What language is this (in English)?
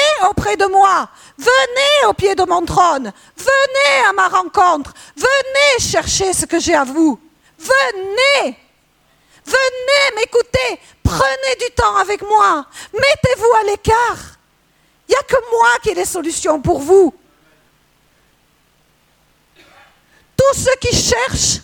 French